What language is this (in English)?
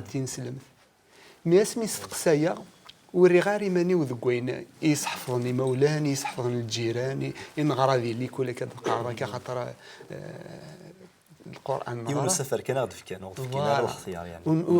Kabyle